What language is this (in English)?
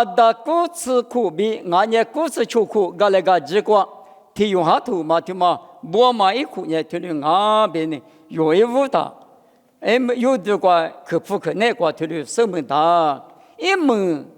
Lisu